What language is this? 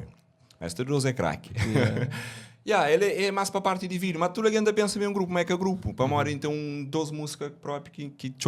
Kabuverdianu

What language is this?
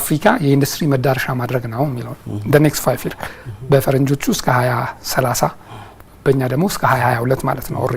Amharic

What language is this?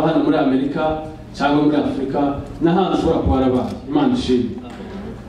Kinyarwanda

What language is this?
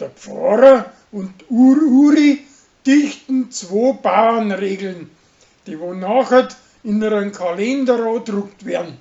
Bavarian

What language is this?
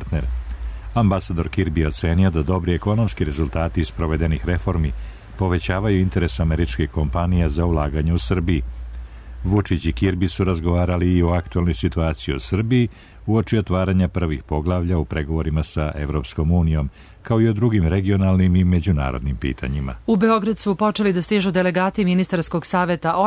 Serbian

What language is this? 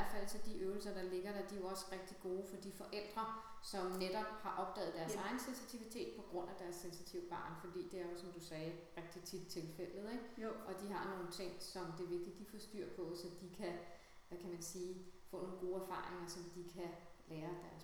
Danish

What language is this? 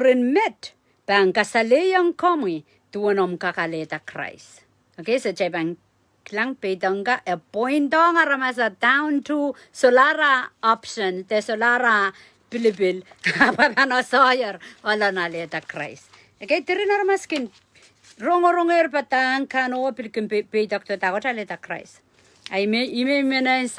Pohnpeian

